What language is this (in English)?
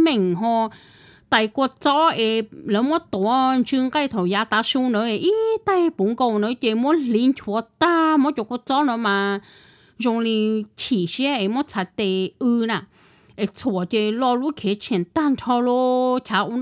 Hmong